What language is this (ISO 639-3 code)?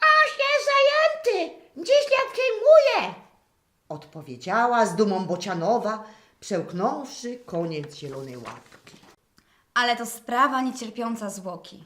szl